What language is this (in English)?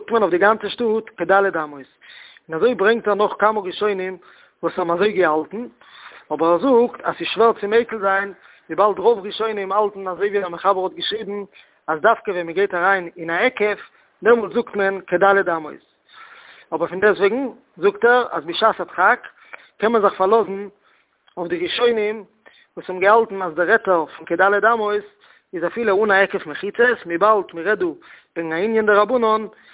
Yiddish